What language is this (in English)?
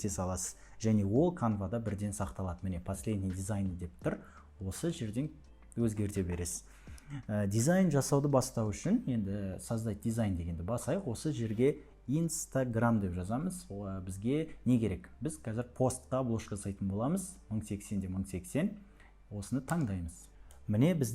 Kazakh